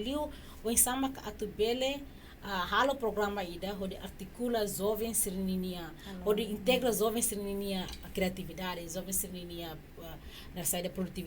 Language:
Tetum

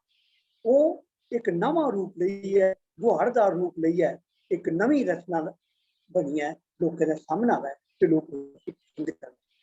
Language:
Dogri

